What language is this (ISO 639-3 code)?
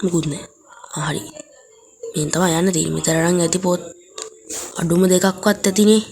sin